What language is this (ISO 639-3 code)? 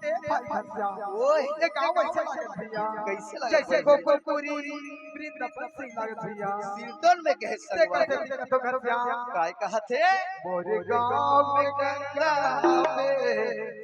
hne